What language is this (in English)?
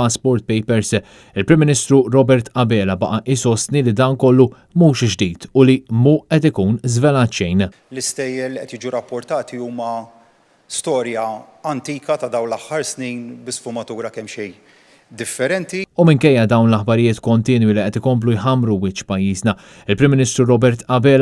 Maltese